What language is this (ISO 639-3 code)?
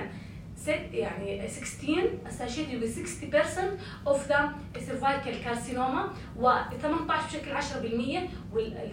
apc